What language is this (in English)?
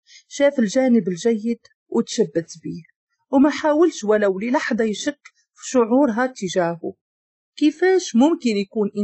Moroccan Arabic